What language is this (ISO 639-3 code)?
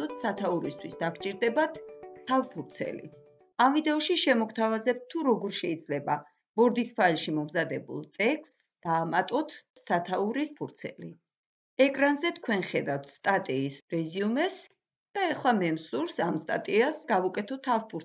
kat